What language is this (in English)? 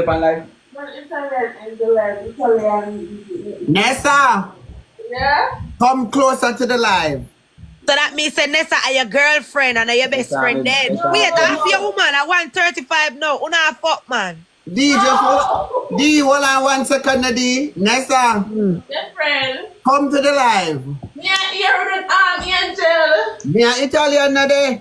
Jamaican Creole English